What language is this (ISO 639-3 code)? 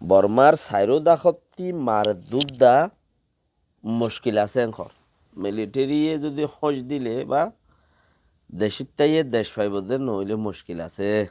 rhg